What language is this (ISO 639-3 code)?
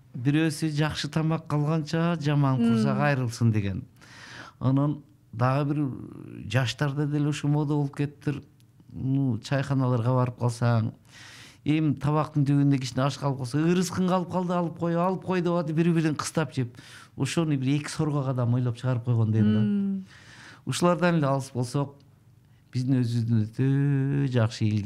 kir